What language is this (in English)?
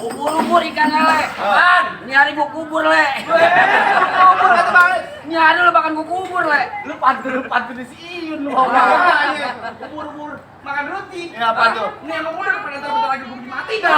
Betawi